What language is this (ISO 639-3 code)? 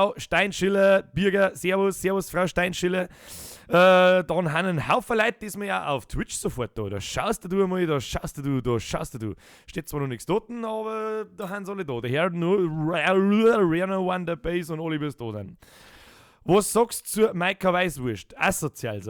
bar